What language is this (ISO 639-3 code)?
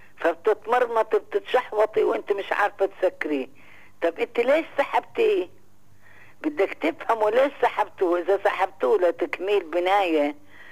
apc